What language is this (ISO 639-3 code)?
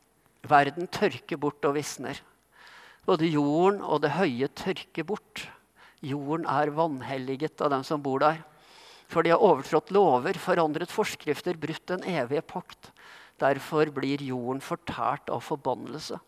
nor